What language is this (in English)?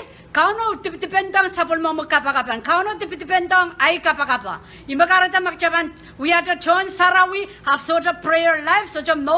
Pohnpeian